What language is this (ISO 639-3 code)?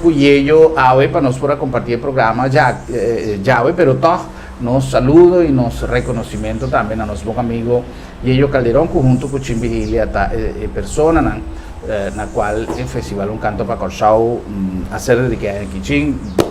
pap